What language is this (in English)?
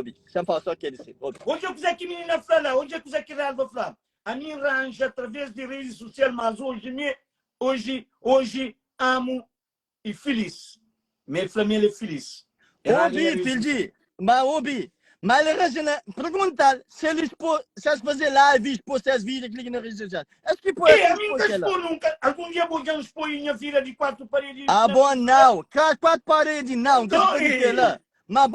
Kabuverdianu